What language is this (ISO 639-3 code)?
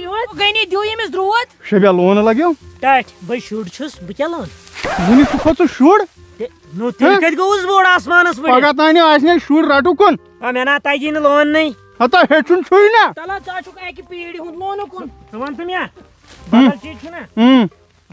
kas